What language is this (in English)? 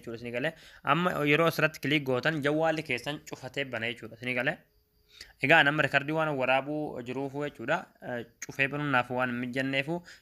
Oromo